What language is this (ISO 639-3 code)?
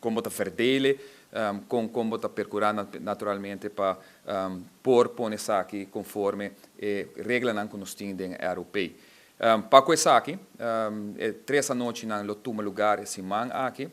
pap